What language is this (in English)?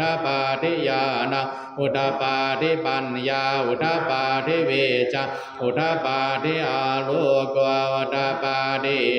Pali